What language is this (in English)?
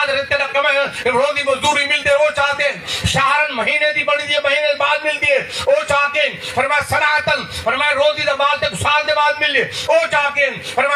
Saraiki